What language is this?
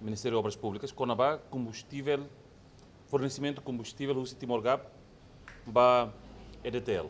Tetum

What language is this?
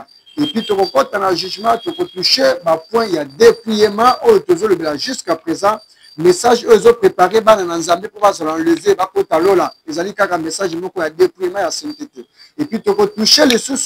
Lingala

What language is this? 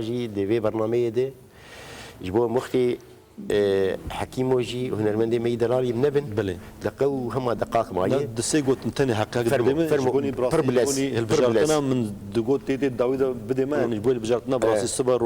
Kurdish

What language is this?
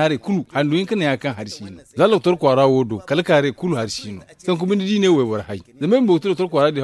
Zarma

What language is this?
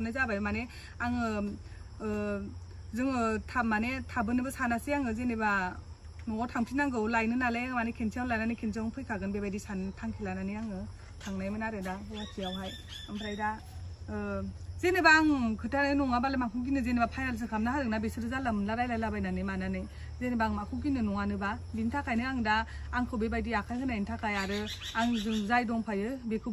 Bodo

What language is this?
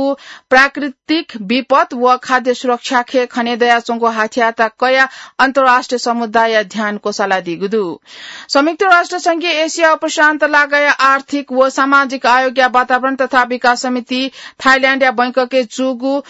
Newari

